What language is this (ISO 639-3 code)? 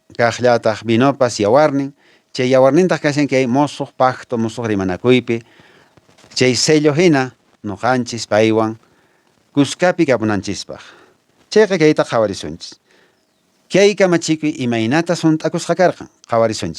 que